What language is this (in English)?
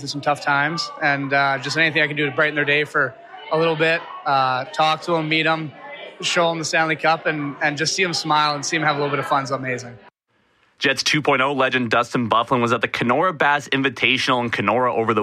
English